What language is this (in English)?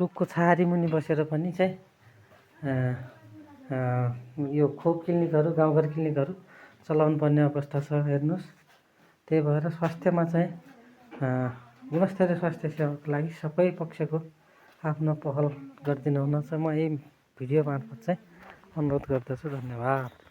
Nepali